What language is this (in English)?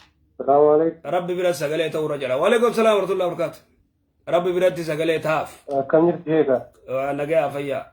Oromo